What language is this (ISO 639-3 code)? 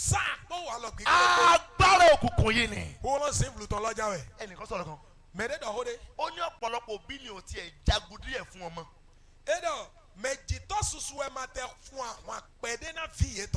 yor